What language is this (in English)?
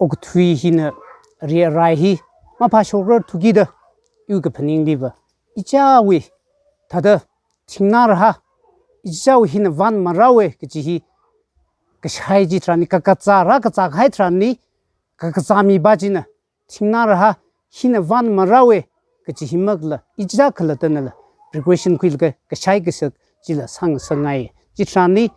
Tangkhul Naga (India)